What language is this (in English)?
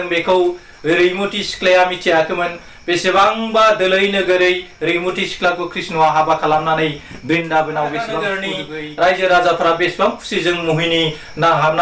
Bodo